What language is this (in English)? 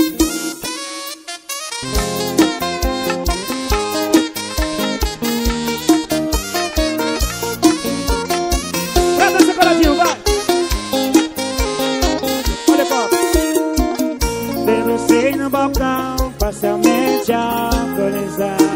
Portuguese